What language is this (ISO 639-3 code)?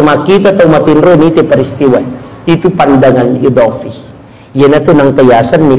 bug